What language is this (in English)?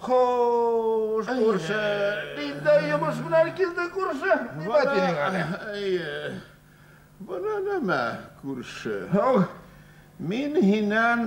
Bashkir